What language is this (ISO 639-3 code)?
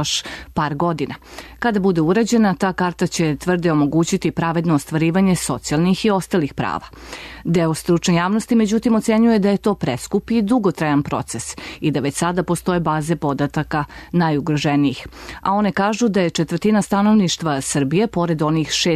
srp